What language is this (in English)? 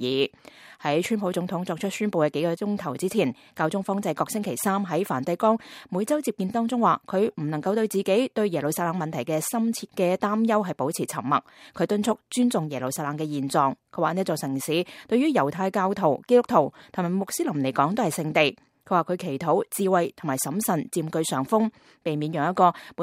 Cantonese